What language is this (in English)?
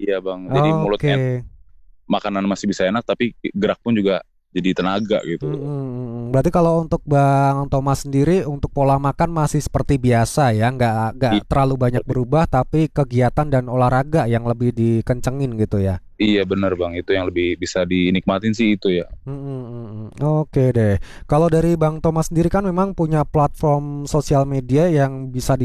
Indonesian